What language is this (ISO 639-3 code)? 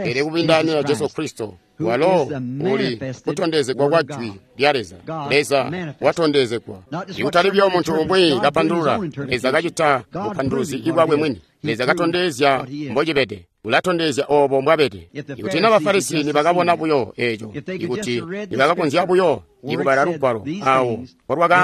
toi